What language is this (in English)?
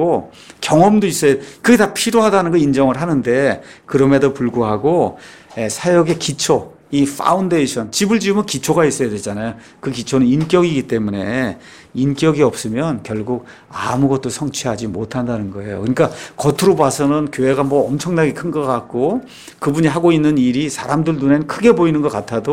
Korean